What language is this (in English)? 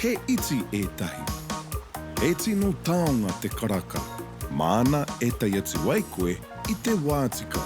Māori